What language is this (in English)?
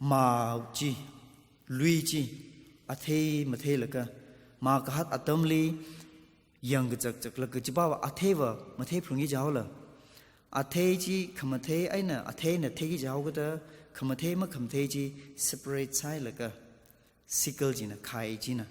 Tangkhul Naga (India)